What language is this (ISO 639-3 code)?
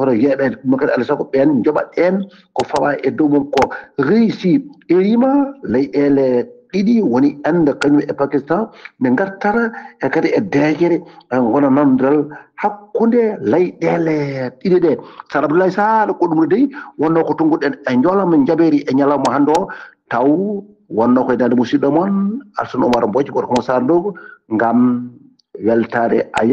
ful